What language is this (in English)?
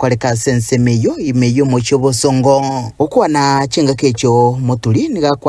Gusii